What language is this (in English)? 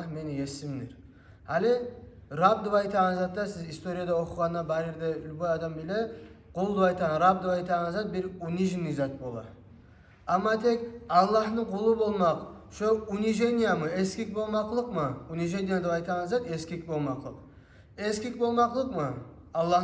Kumyk